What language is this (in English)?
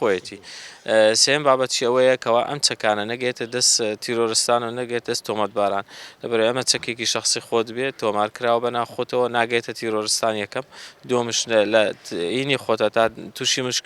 Central Kurdish